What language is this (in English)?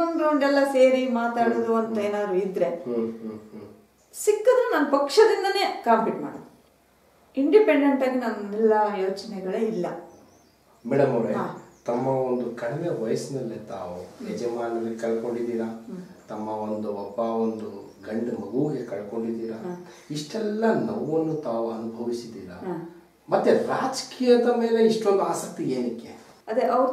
Kannada